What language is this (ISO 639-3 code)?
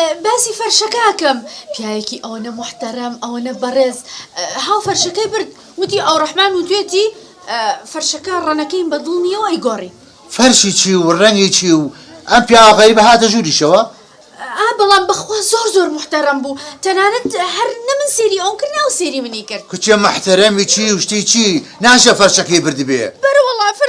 ckb